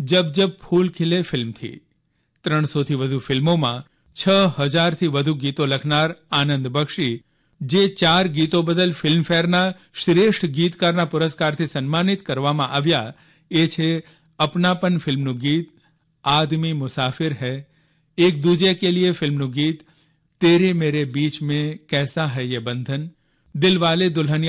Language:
Gujarati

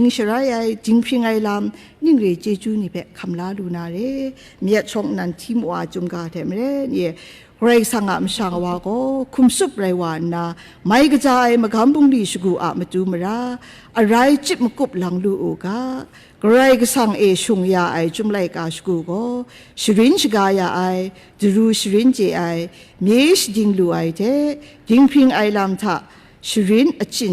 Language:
Kachin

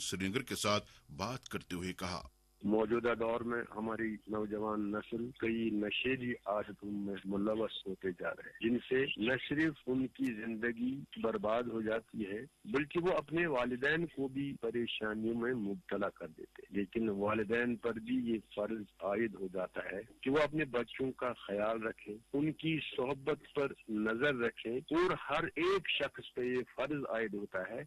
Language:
Urdu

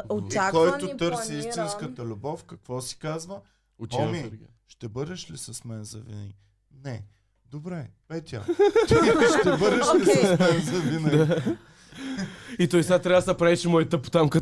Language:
Bulgarian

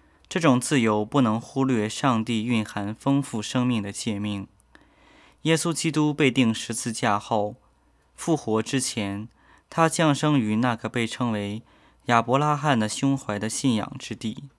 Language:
Chinese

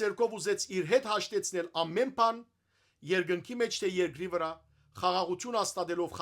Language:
Western Armenian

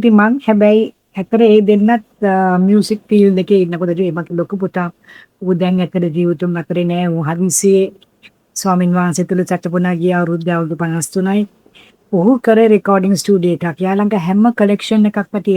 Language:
Sinhala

